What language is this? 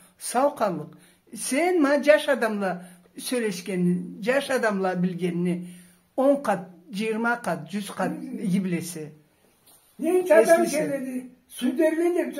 Karachay-Balkar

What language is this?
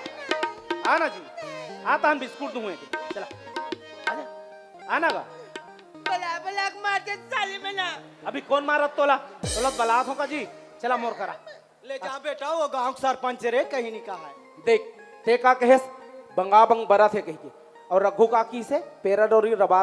Chhattisgarhi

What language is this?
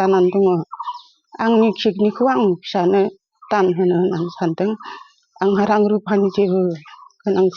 Bodo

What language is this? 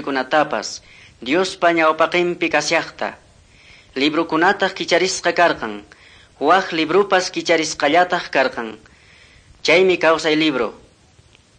Quechua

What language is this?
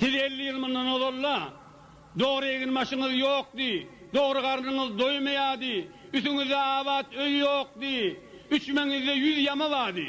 Turkmen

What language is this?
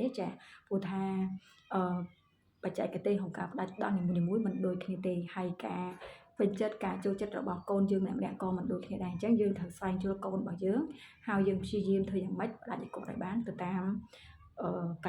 Khmer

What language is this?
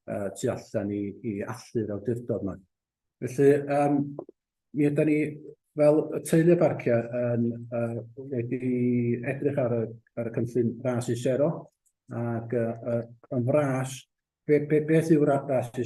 Welsh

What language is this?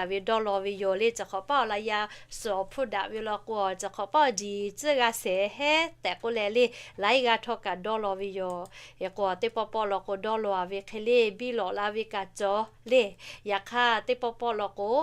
Lahu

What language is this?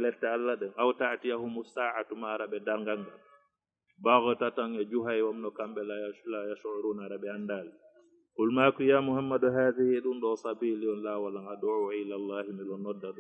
Fula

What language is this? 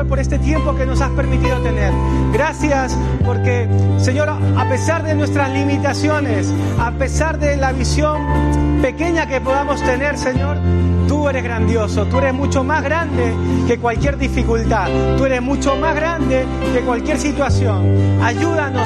Spanish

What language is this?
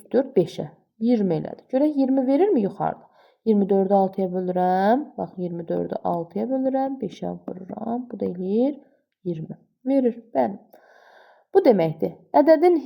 Azerbaijani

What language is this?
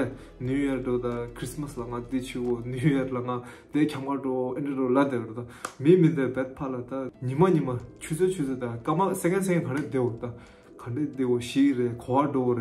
Tibetan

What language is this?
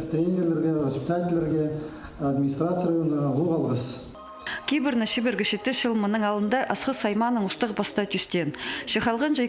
Khakas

